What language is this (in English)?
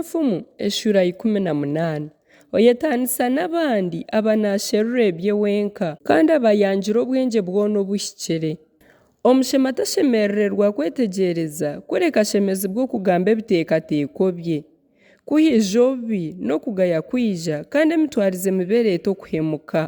Nyankole